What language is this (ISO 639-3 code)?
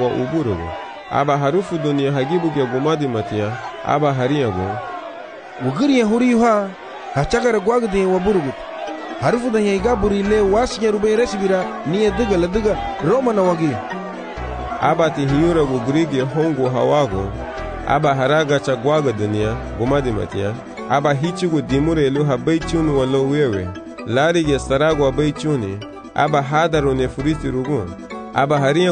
cab